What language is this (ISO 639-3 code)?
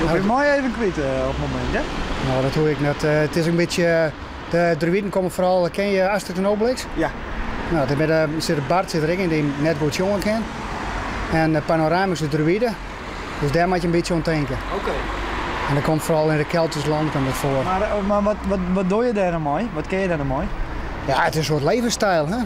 fry